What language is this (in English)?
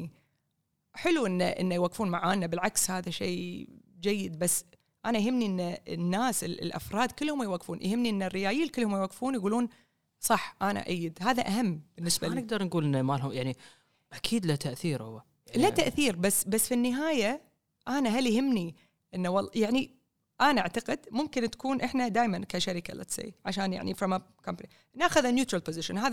Gulf Arabic